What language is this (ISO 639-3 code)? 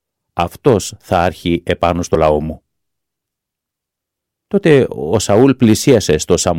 ell